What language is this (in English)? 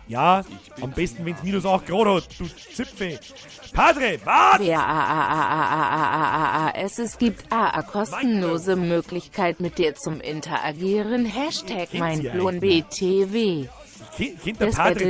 Bavarian